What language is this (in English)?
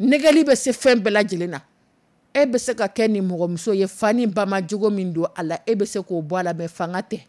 Dyula